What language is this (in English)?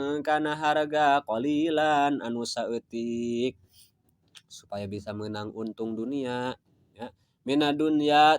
Sundanese